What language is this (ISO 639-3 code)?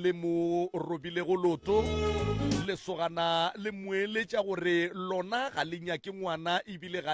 nso